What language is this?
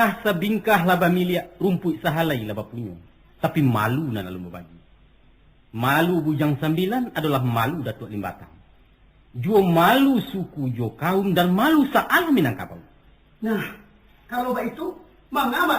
Minangkabau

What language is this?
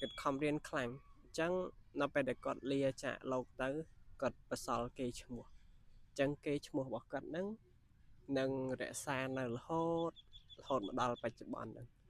Khmer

